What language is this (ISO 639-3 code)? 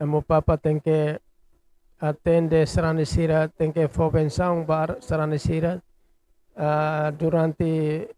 tet